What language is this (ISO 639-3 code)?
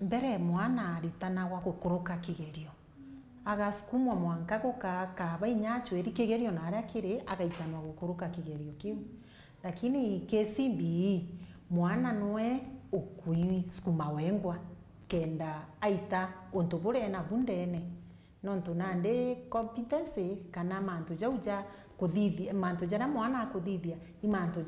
mer